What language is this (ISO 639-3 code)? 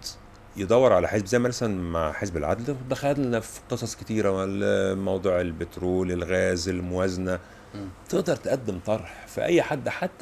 arz